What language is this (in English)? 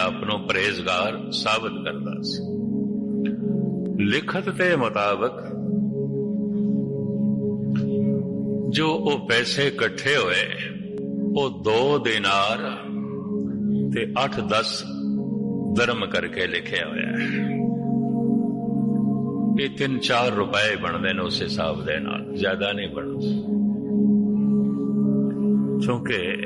Punjabi